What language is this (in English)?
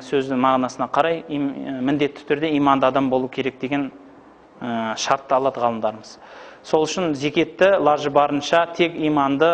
Kazakh